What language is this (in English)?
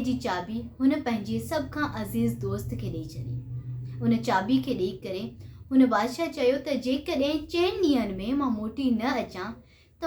Sindhi